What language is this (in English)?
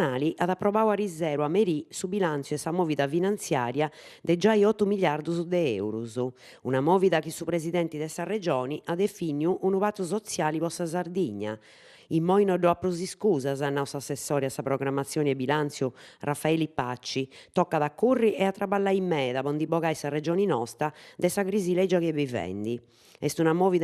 Sardinian